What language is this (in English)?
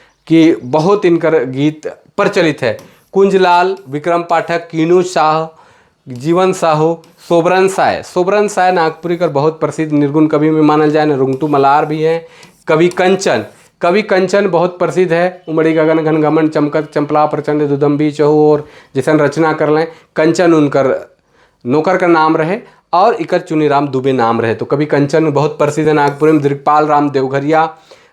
Sadri